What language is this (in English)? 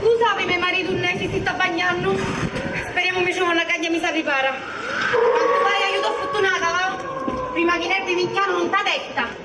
Sicilian